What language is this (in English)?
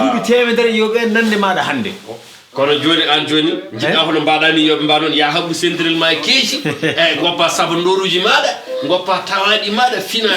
Fula